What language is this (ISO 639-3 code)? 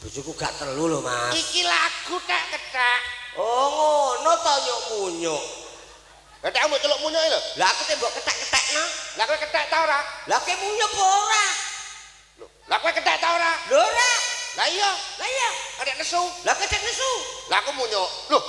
jav